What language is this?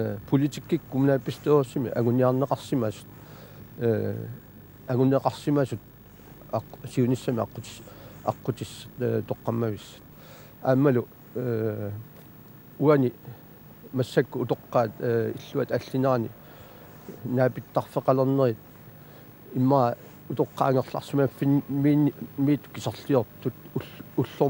Kalaallisut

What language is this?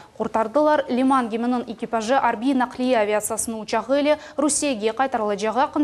Crimean Tatar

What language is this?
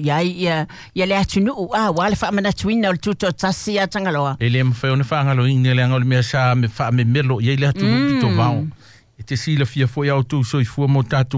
Samoan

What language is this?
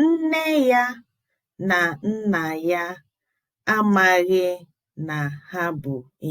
Igbo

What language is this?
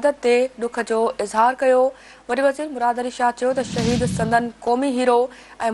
Sindhi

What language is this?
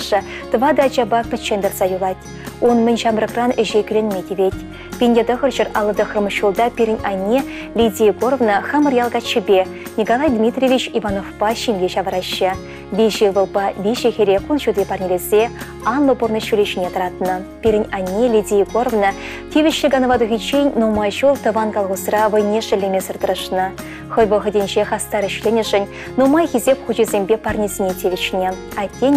Chuvash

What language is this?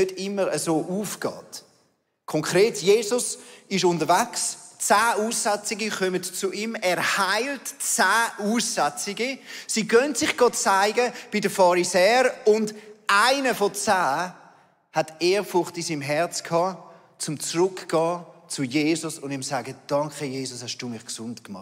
Swiss German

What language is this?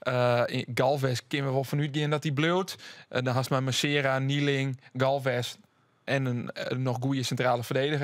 Western Frisian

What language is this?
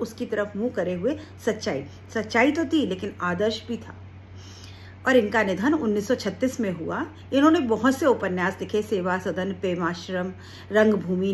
Hindi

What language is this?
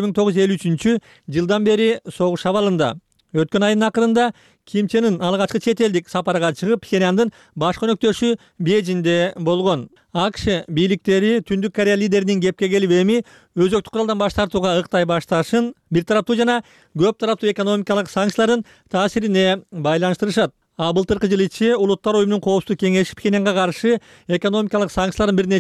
Kyrgyz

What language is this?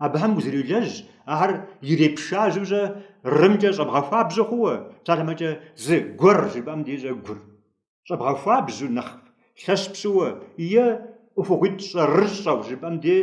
Kabardian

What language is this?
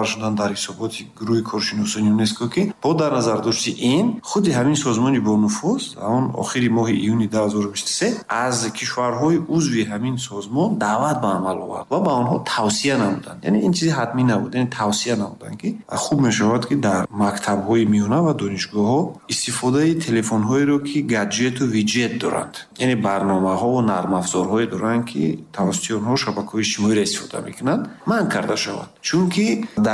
Tajik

